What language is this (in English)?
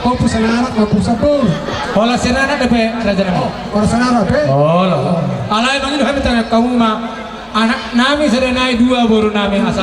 Batak Toba